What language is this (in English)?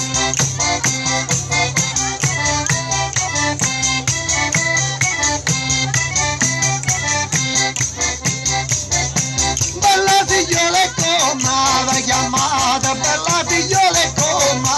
Italian